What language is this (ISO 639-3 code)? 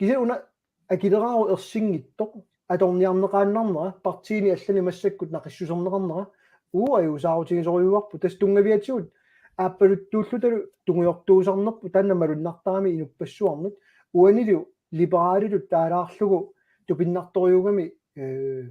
kal